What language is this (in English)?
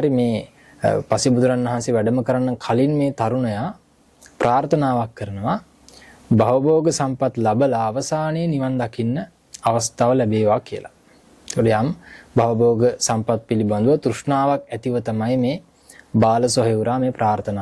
Sinhala